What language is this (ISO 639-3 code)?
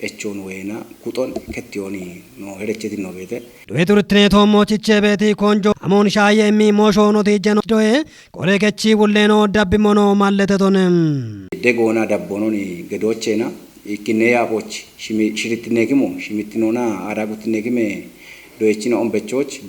kbr